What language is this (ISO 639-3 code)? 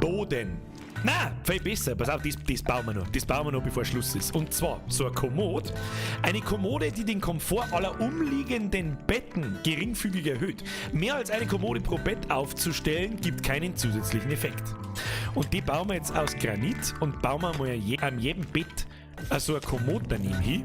bar